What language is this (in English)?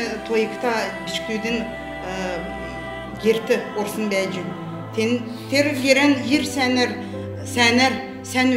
Kalmyk